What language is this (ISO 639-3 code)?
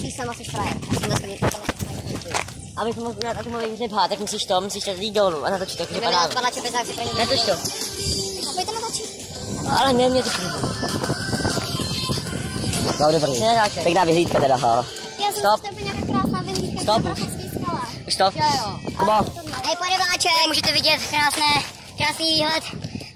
ces